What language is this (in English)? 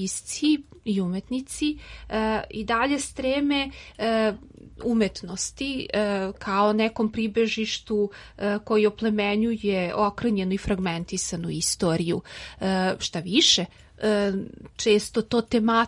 Serbian